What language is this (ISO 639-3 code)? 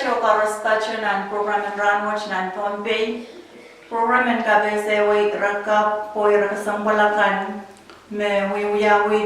pon